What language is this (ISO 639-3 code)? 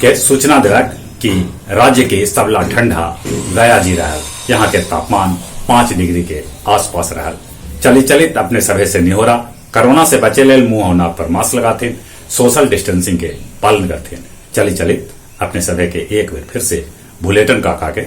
mag